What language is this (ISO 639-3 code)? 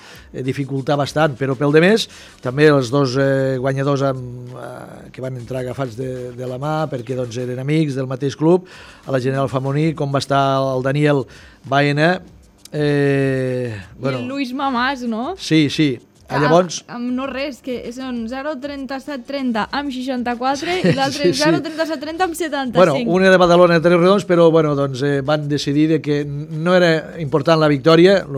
cat